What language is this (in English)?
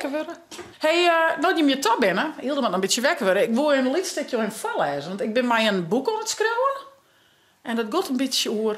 Western Frisian